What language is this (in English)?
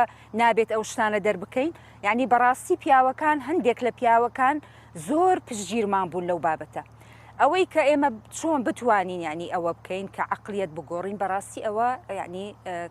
Central Kurdish